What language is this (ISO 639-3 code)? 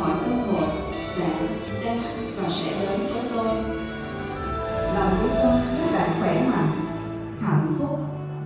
vie